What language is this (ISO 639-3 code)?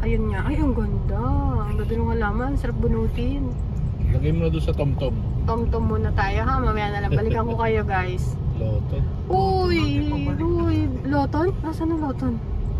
fil